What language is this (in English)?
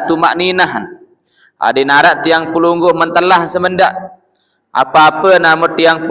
Sasak